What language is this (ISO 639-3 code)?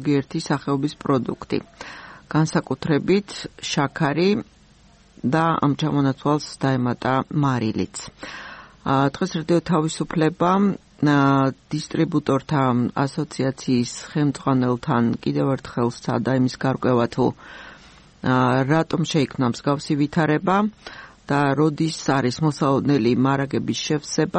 kat